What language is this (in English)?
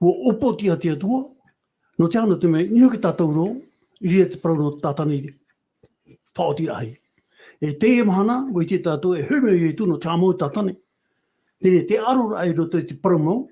Tahitian